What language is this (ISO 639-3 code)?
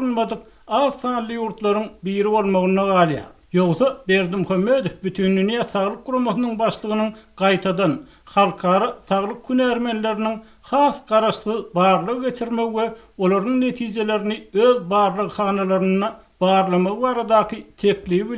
tuk